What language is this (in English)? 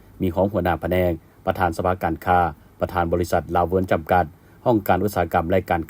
Lao